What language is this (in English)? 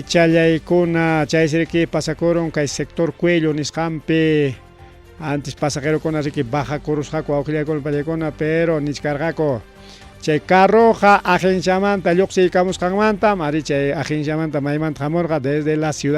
Ayacucho Quechua